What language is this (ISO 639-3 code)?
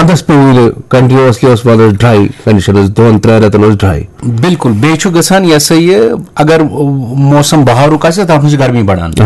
kas